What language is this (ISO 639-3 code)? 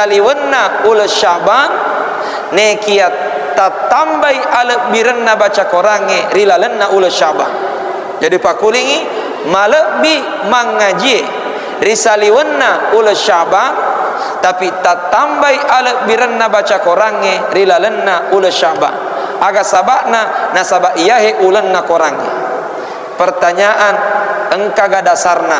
bug